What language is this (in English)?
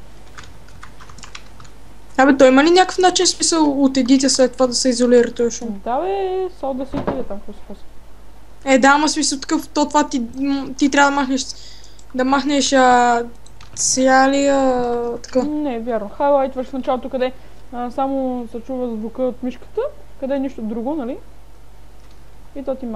Bulgarian